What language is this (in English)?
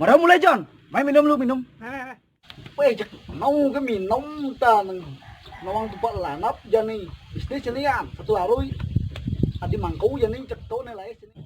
Balinese